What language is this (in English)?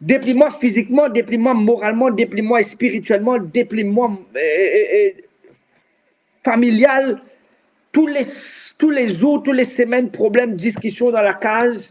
Morisyen